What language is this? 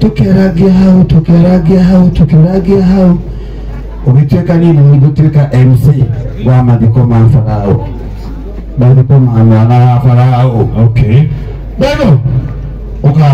Kikuyu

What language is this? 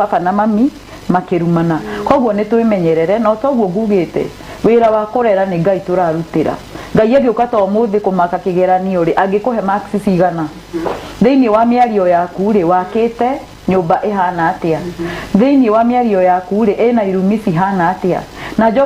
Kikuyu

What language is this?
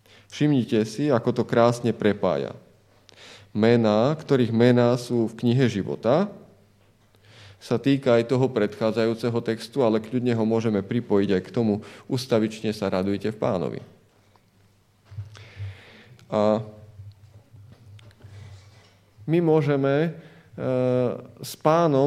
Slovak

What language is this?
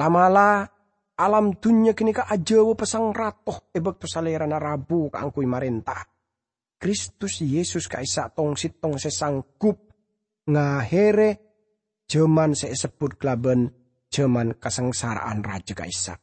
Madurese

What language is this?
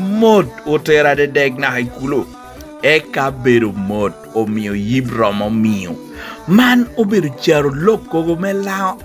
Lango (Uganda)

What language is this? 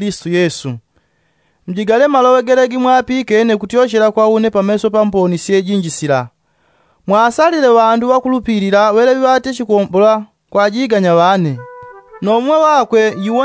Yao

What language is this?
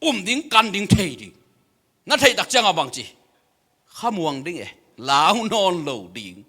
Tedim Chin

